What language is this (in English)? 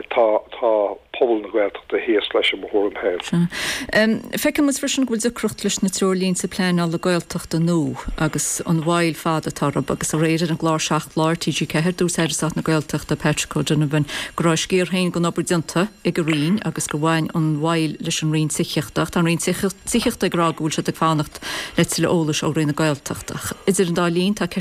Irish